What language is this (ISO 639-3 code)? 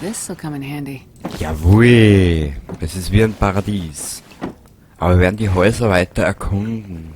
bar